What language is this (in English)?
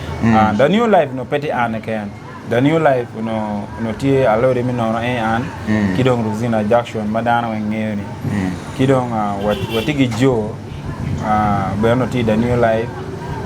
Acoli